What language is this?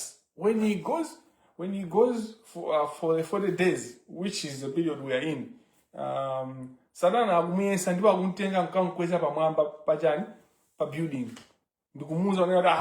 Nyanja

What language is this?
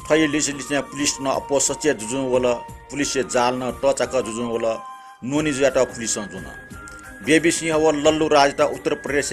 Newari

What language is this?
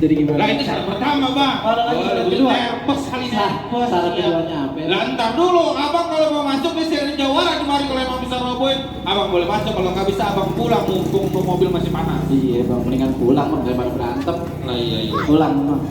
Betawi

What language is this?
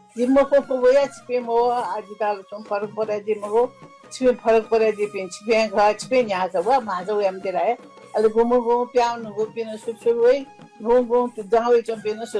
Newari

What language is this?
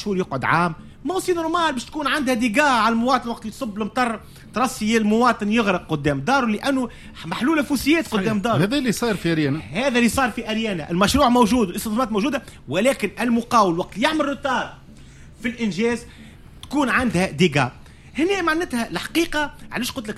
Tunisian Arabic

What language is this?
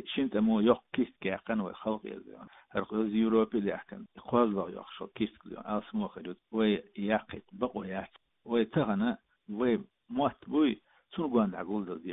Chechen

